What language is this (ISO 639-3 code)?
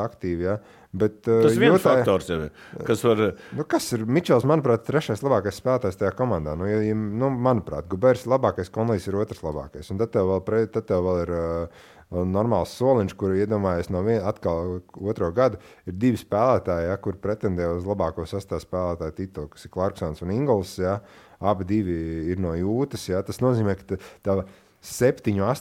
lav